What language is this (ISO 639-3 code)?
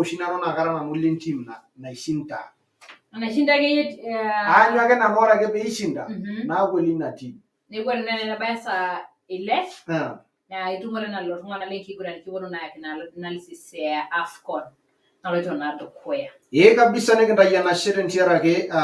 mas